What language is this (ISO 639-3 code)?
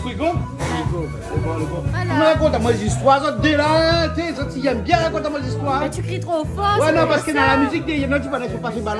rcf